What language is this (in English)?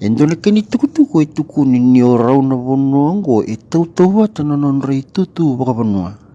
Fijian